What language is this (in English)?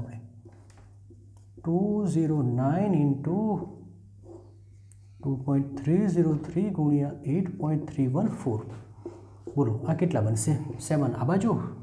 Gujarati